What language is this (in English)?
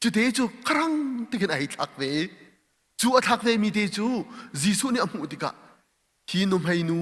Hakha Chin